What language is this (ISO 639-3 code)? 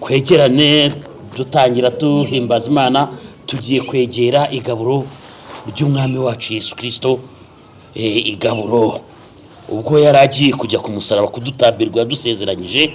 kin